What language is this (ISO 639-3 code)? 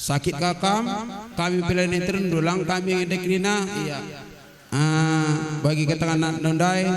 btx